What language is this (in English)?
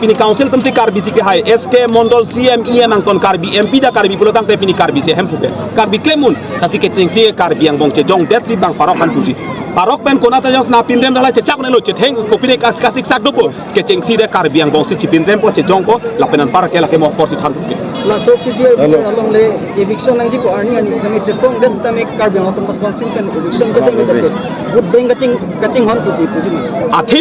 Karbi